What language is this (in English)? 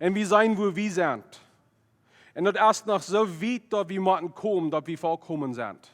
Plautdietsch